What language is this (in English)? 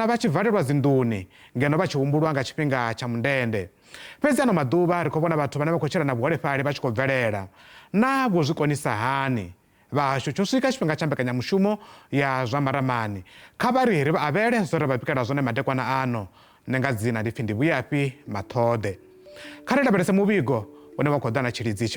Venda